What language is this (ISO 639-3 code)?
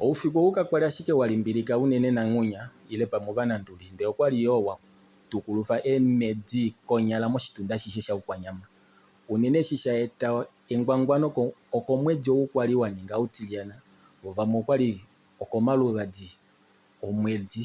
kua